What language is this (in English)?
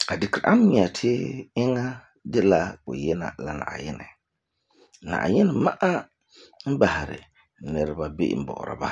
Frafra